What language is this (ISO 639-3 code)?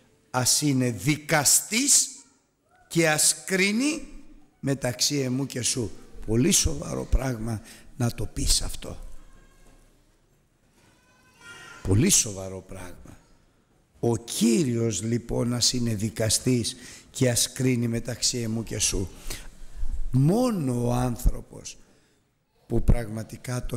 ell